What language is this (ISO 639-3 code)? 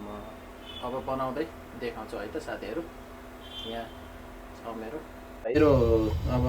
nep